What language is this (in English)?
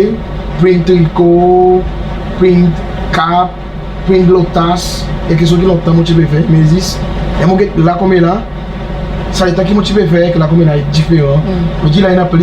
Seselwa Creole French